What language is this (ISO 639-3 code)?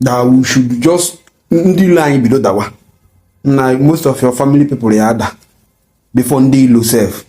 ibo